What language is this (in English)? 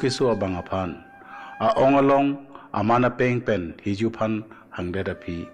Karbi